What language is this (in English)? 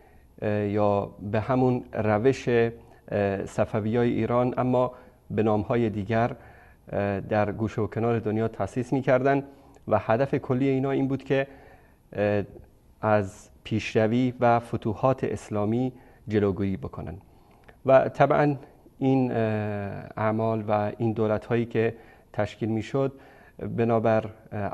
Persian